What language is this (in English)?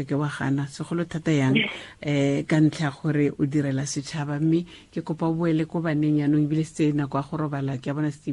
Tswana